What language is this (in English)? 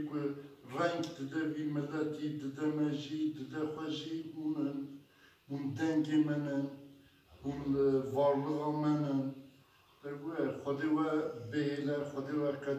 Kurdish